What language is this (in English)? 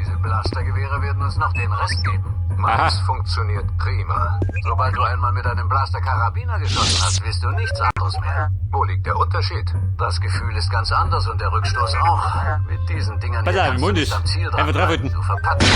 Bavarian